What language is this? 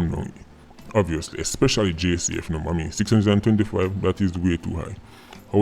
Jamaican Creole English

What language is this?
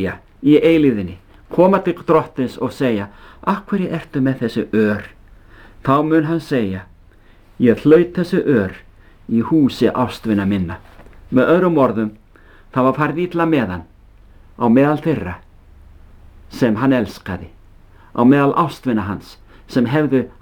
Icelandic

